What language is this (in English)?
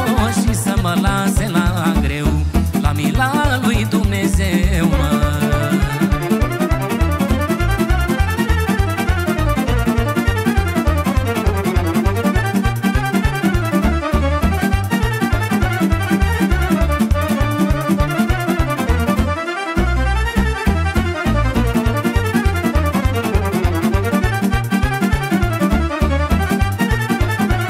Romanian